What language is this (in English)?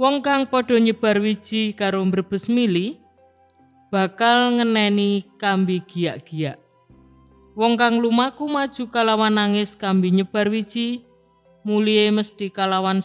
Javanese